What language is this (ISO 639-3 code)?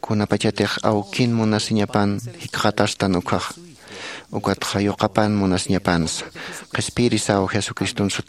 aym